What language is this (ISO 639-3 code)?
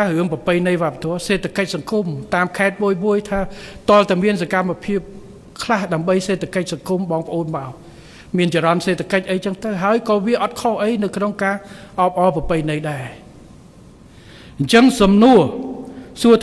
khm